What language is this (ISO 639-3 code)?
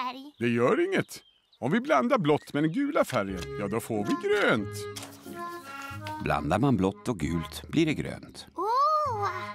swe